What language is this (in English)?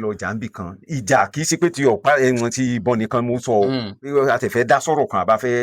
Yoruba